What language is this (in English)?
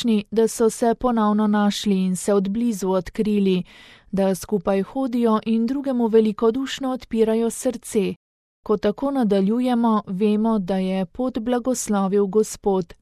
Slovenian